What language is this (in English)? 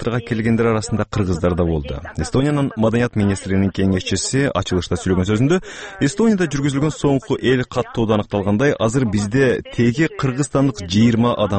Kyrgyz